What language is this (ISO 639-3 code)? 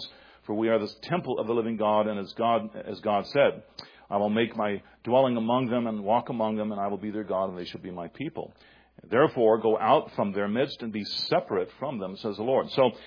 eng